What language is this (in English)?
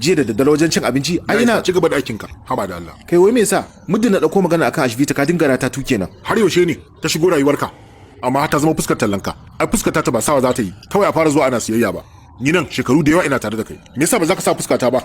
Hausa